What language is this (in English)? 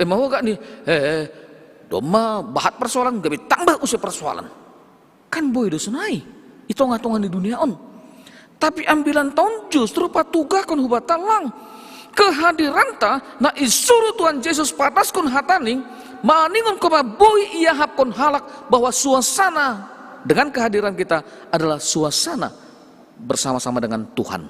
Batak Simalungun